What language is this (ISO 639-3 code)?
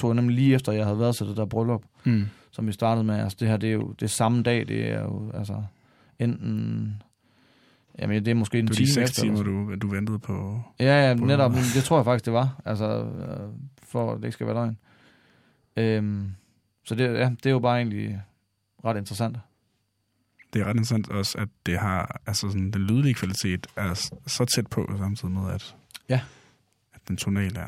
dan